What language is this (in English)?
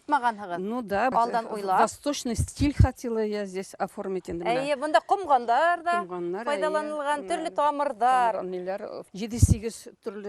Bashkir